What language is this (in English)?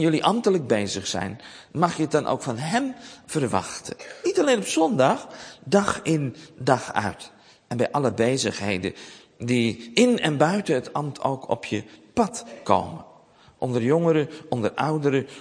Dutch